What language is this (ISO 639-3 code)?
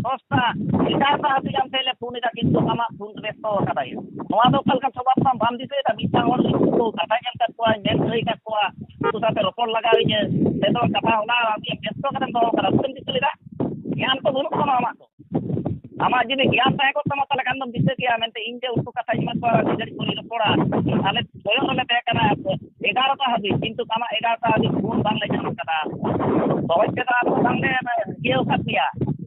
sat